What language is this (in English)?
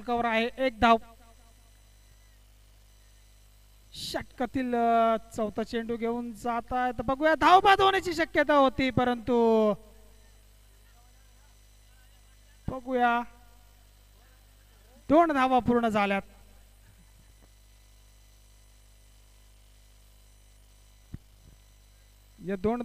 Marathi